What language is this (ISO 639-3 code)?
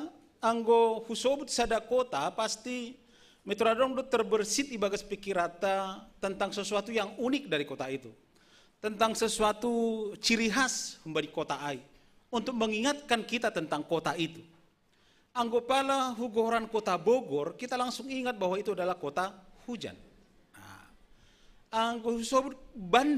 bts